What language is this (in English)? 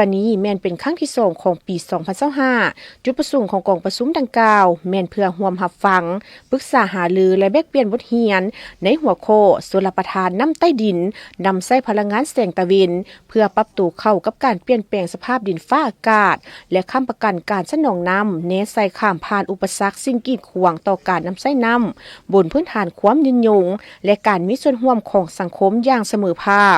Lao